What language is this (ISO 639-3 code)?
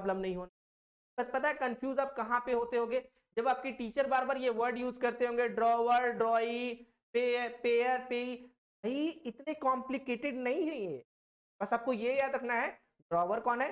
hin